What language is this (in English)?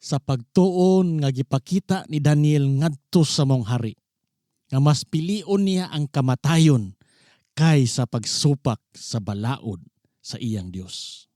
Cebuano